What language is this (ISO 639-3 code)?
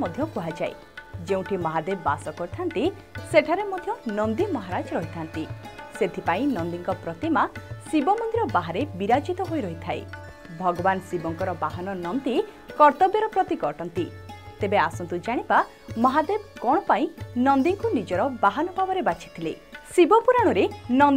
ori